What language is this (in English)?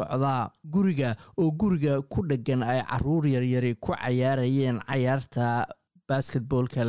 Somali